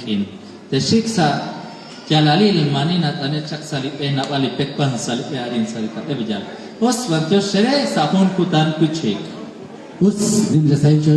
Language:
Kekchí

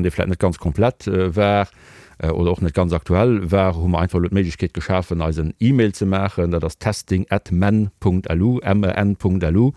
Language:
Luxembourgish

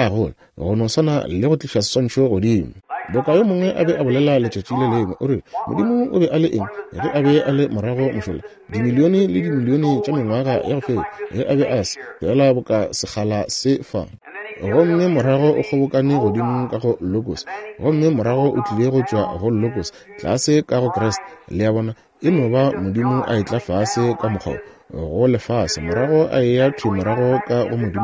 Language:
Northern Sotho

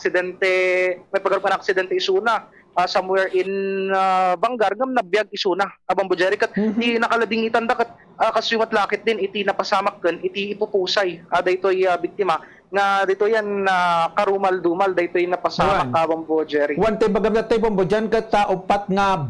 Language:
Iloko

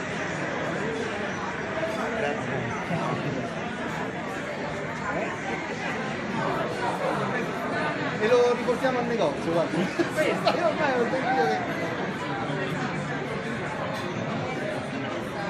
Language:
Italian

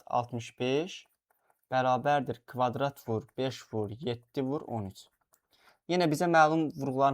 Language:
Azerbaijani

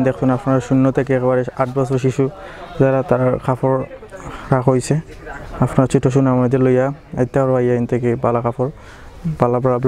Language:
Sylheti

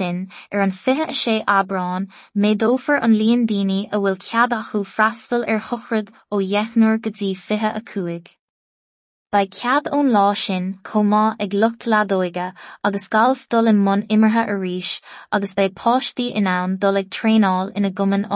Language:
Irish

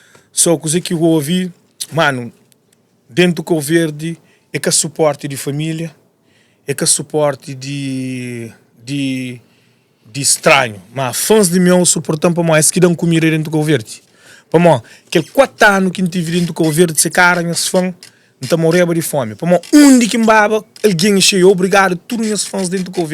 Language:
Kabuverdianu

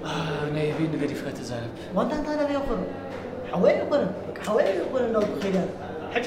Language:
Tigrinya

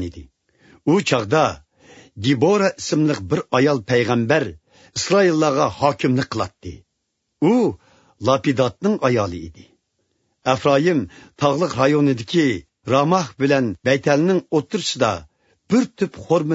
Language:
Uyghur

